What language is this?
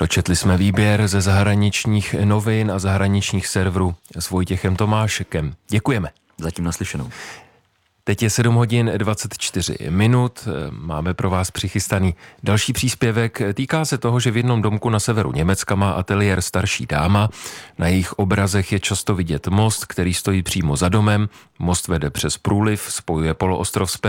Czech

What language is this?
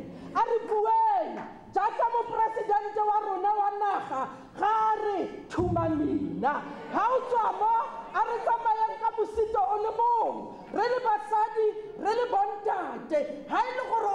Tswana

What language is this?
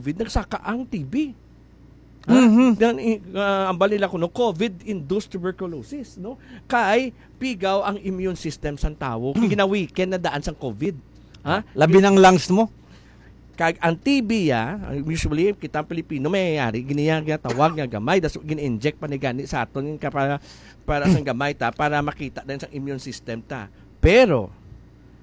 Hiligaynon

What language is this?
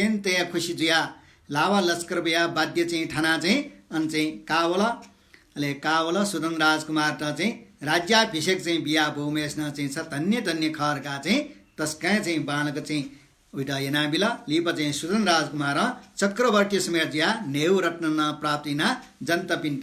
Newari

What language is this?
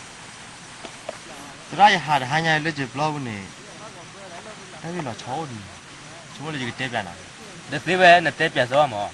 S'gaw Karen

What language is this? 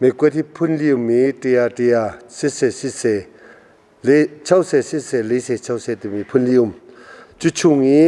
Hakha Chin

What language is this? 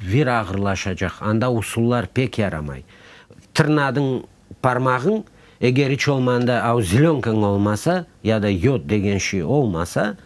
Crimean Tatar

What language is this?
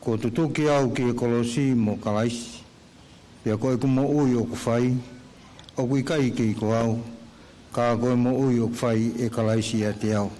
Tongan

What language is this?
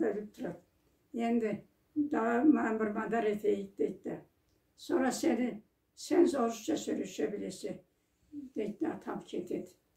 Karachay-Balkar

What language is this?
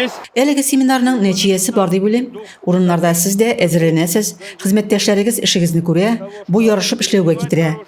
Tatar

